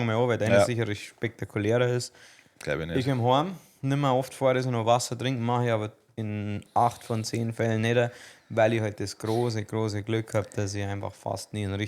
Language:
Bavarian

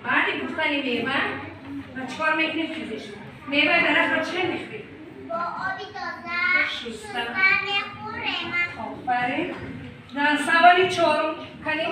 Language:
Tajik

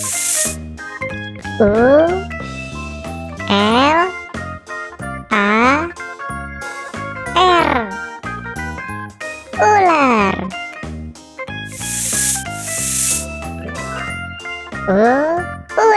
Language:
Indonesian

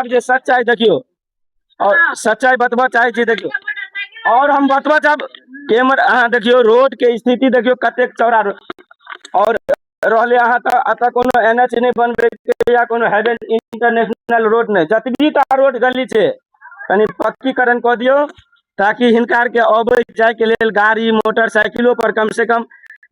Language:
Maithili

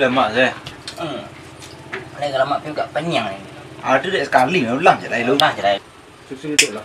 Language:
Minangkabau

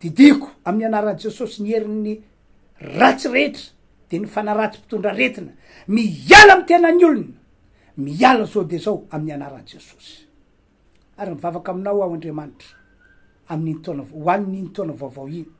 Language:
Malagasy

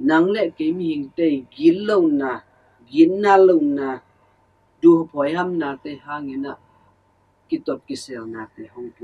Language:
Tedim Chin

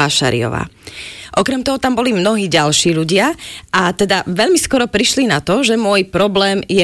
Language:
Slovak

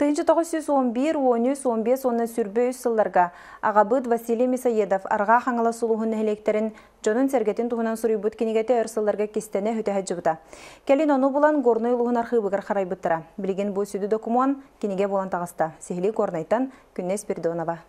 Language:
Yakut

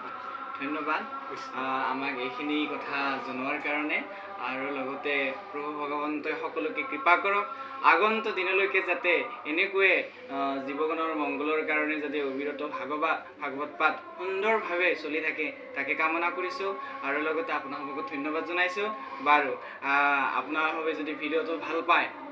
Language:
Assamese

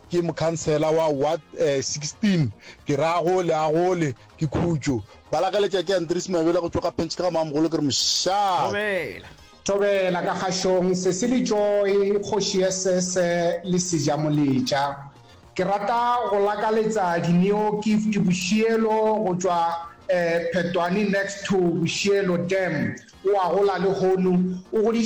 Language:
Northern Sotho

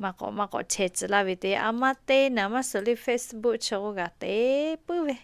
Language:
Lahu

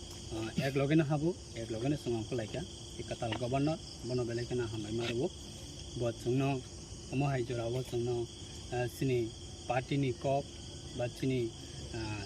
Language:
Kok Borok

